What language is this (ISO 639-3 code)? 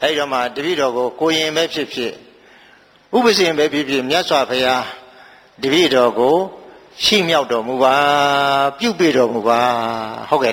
mya